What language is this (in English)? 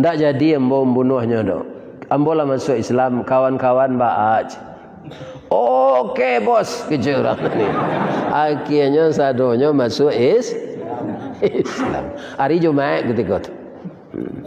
Minangkabau